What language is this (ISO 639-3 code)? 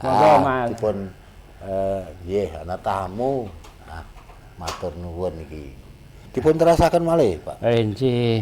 jav